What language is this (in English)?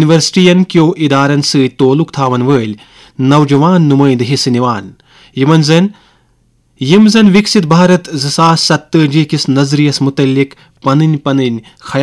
Kashmiri